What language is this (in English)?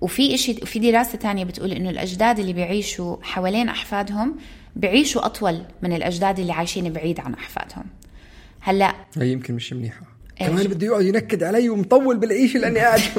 North Levantine Arabic